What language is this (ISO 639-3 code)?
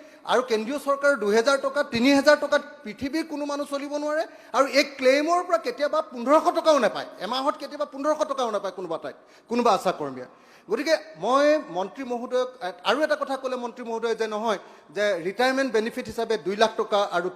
asm